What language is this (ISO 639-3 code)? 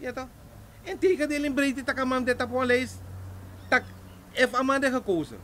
srn